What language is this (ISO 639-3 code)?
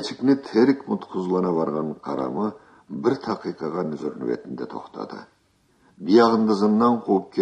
krc